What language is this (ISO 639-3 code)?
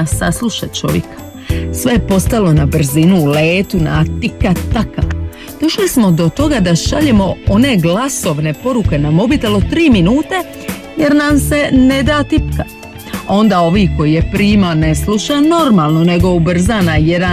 hrv